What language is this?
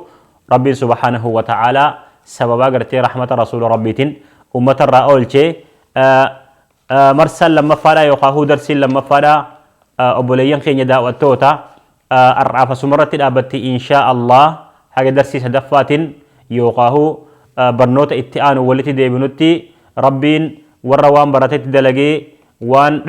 Oromo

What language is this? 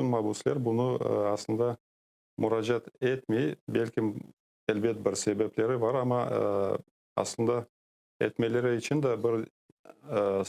Crimean Tatar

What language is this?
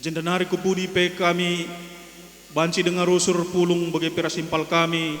Batak Karo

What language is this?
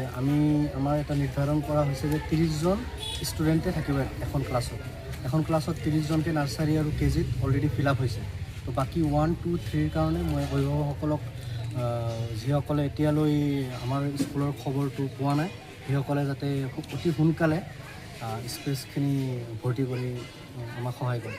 Assamese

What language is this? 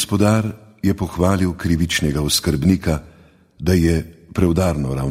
Slovenian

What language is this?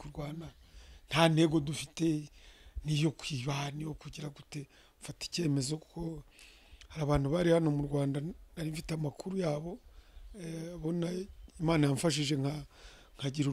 Kinyarwanda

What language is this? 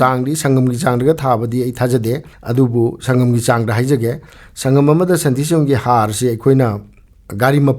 Manipuri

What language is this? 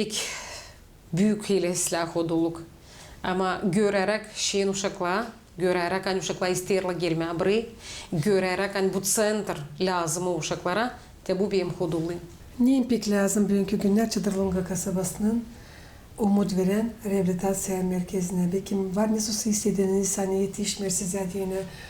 Gagauz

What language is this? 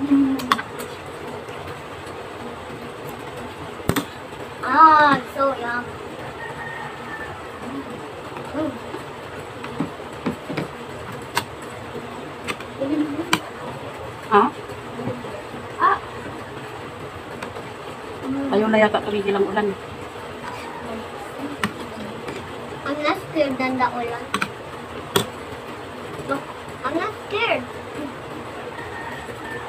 Filipino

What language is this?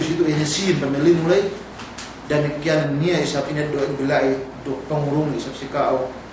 Yakan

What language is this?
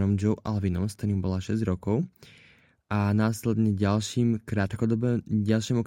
Slovak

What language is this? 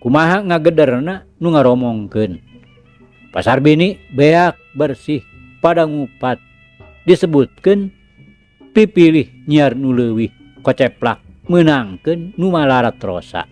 Sundanese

